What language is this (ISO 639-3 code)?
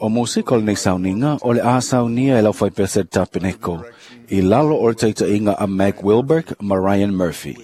smo